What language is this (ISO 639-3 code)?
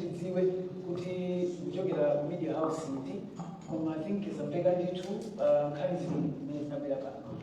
nya